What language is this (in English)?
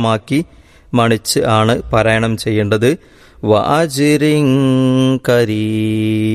Malayalam